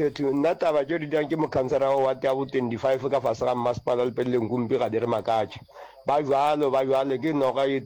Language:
Northern Sotho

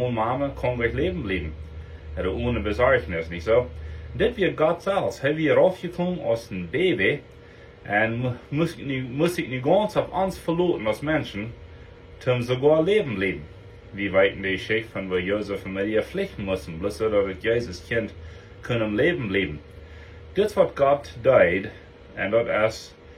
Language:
Plautdietsch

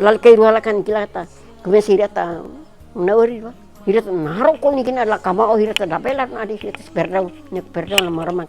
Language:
Nauete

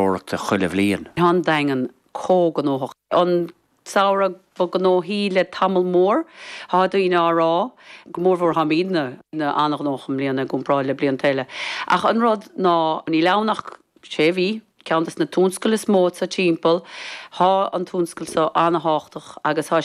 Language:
Irish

